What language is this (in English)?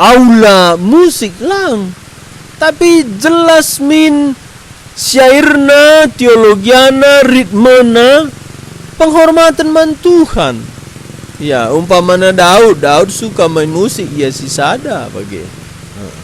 Batak Karo